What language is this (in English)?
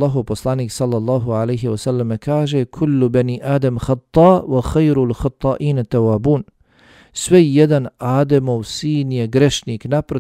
Bosnian